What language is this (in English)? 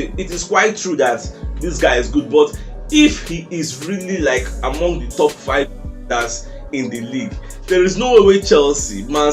Nigerian Pidgin